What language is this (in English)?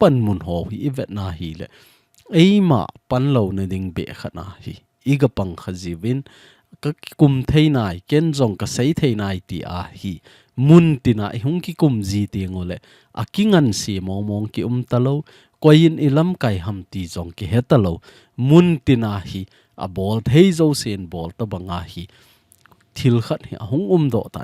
Thado Chin